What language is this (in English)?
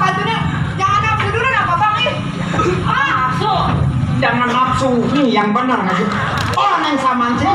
Betawi